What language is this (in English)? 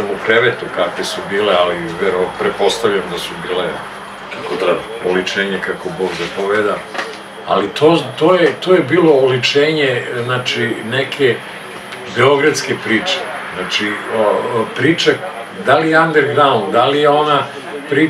Serbian